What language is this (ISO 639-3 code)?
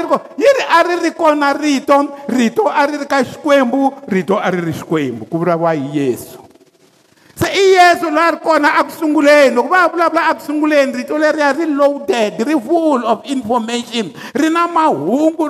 tso